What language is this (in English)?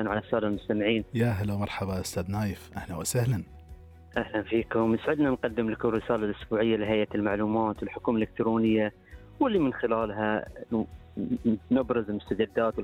Gulf Arabic